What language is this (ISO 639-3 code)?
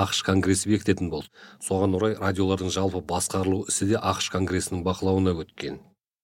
kaz